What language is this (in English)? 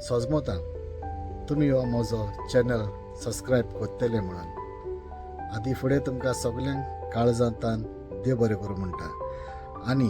Konkani